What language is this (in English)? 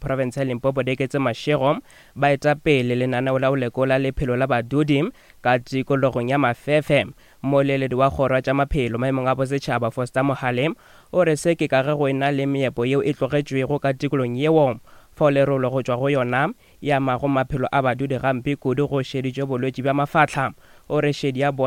Northern Sotho